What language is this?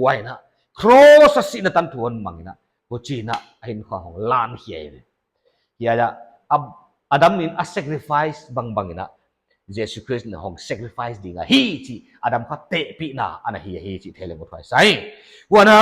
Paite Chin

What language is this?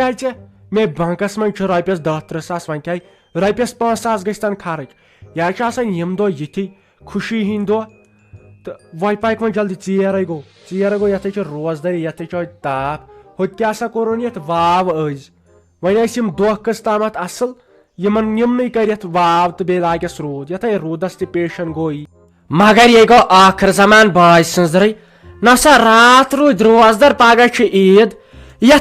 Kashmiri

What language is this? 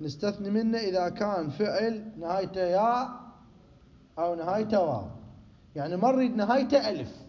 Mesopotamian Arabic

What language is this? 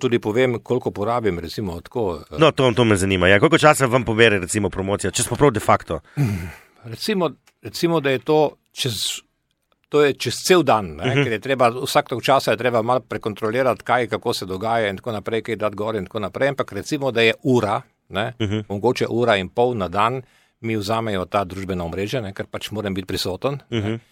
Slovenian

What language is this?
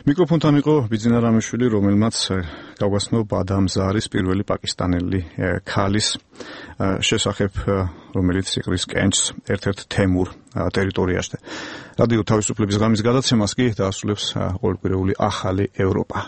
Georgian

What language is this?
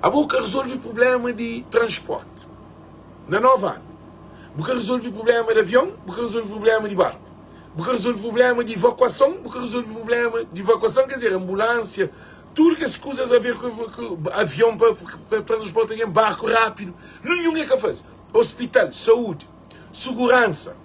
Kabuverdianu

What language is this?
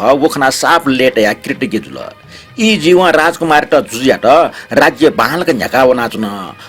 Newari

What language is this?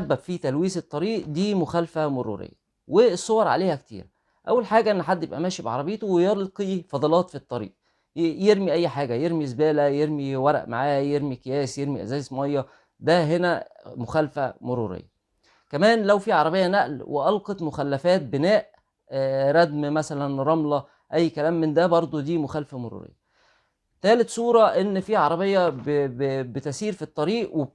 Egyptian Arabic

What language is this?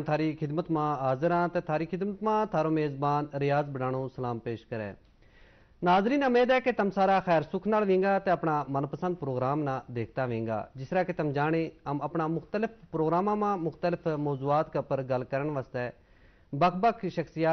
Gujari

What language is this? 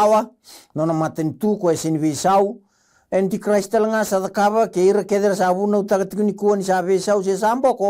Fijian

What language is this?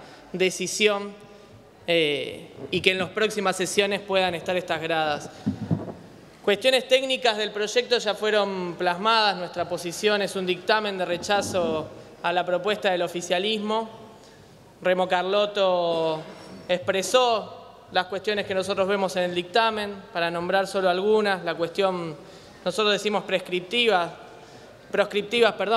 Spanish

